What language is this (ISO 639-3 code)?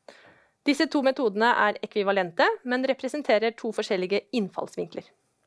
nor